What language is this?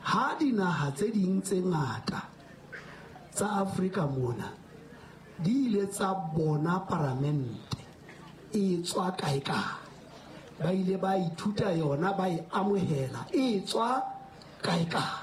Southern Sotho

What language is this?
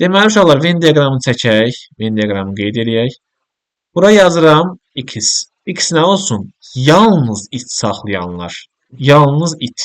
Azerbaijani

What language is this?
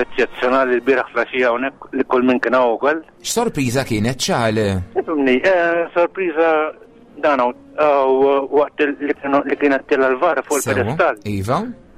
Maltese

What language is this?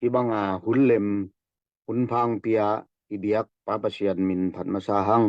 Tedim Chin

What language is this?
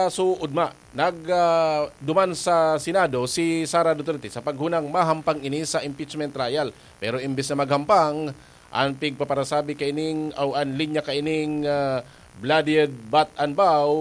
Bikol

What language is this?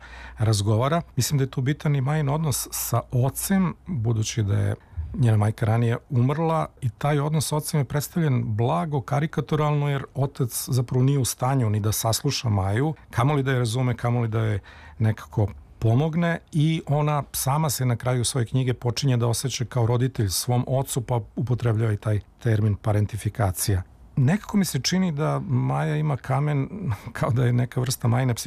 Serbian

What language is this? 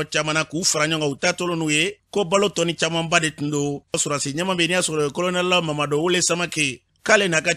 Bambara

